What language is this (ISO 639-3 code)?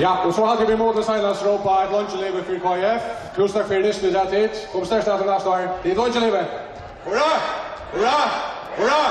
fao